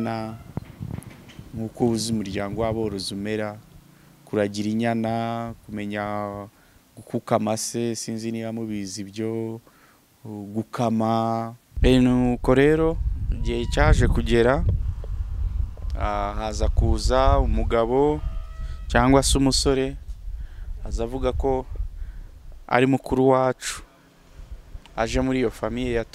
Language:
Kinyarwanda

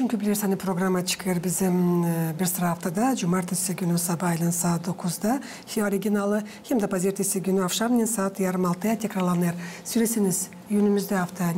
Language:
Gagauz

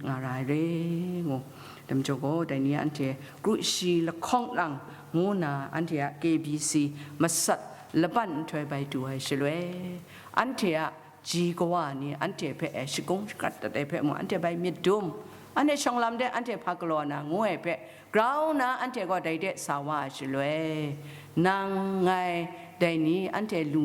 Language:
Kachin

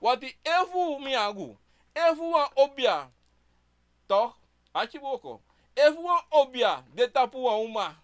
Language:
Sranan Tongo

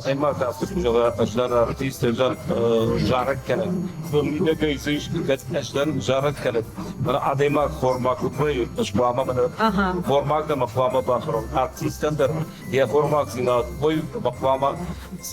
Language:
Ossetic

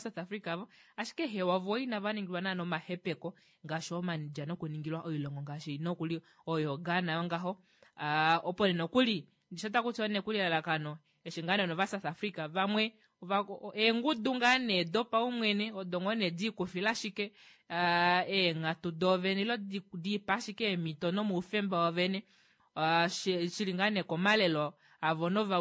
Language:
Kuanyama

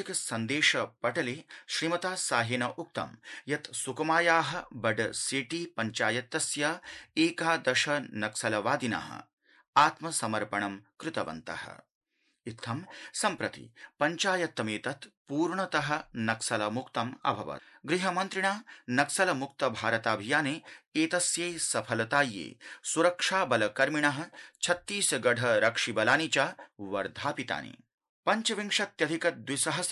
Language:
Sanskrit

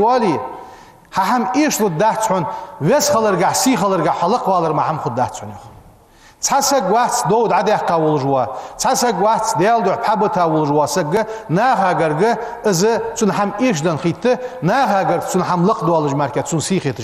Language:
Ingush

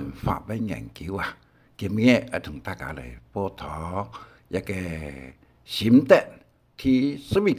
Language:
Hakka Chinese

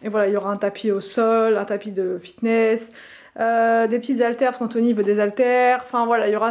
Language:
French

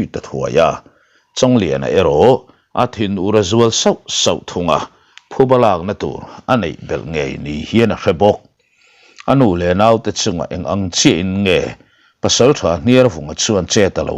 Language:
Mizo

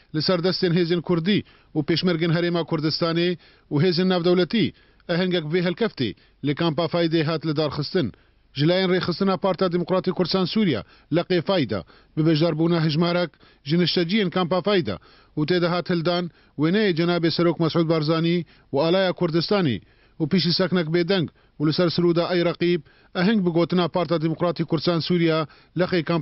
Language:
Kurdish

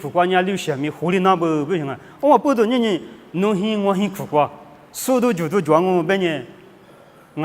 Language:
Lisu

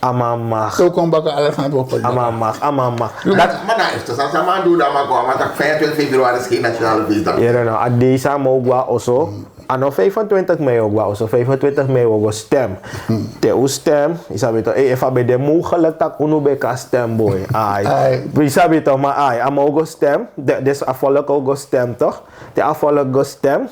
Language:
Sranan Tongo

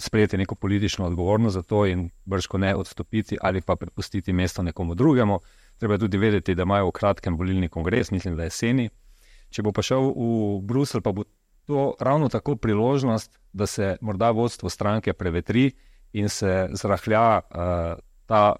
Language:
Slovenian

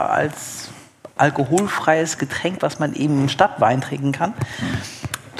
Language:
German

